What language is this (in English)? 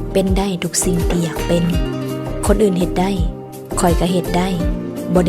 Lao